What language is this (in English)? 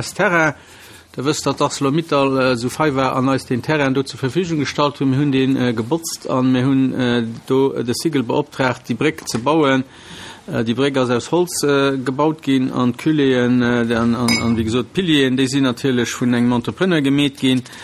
Luxembourgish